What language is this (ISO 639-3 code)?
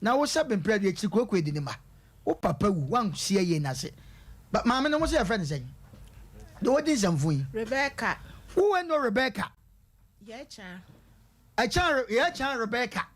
aka